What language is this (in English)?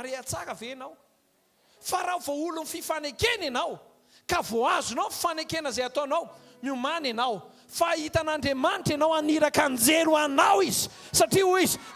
Malagasy